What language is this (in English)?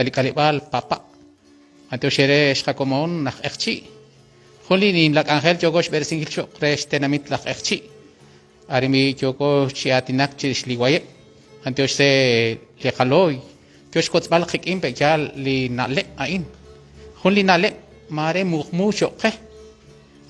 Kekchí